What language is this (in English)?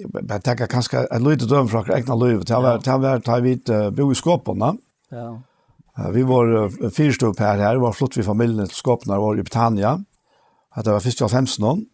Faroese